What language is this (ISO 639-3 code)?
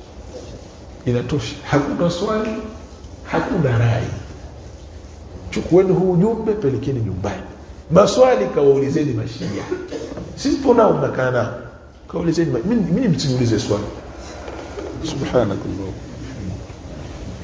swa